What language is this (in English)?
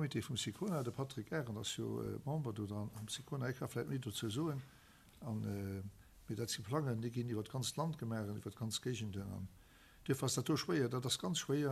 Luxembourgish